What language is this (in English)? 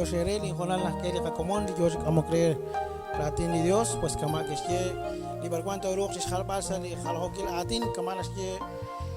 Kekchí